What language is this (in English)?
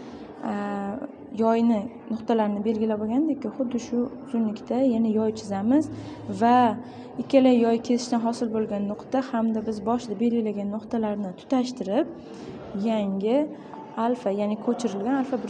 Uzbek